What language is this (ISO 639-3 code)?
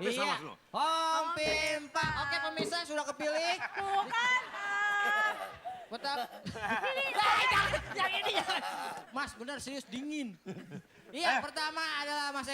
bew